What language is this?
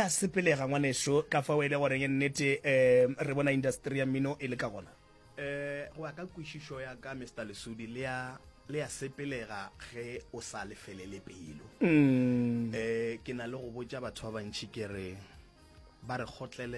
Northern Sotho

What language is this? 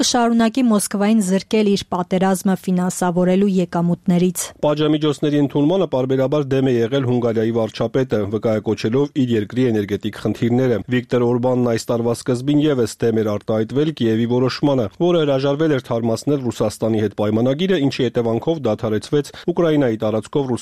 Armenian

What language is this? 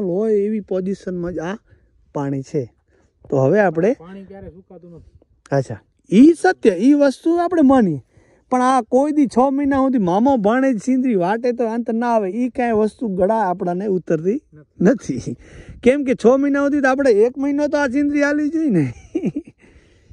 Gujarati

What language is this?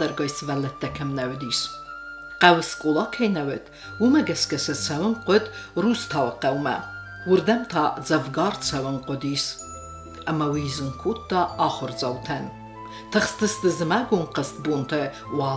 Ossetic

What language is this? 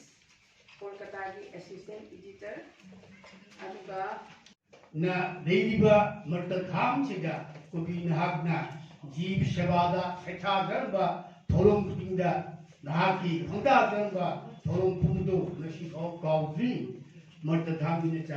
Manipuri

